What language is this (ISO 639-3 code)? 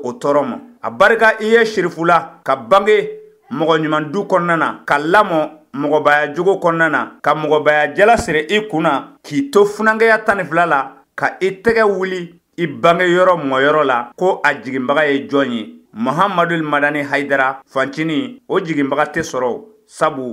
bam